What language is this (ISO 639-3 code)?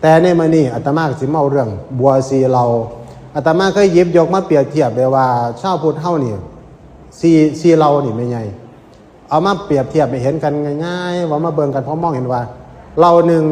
tts